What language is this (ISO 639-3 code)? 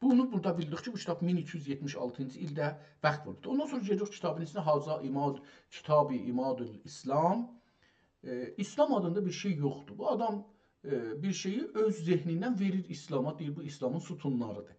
azb